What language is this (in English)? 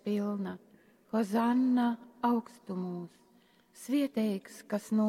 Latgalian